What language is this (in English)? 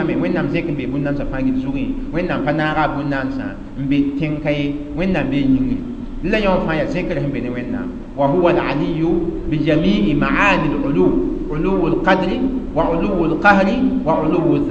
Mossi